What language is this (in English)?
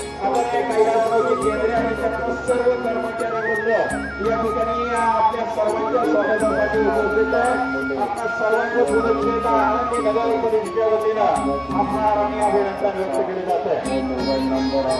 Marathi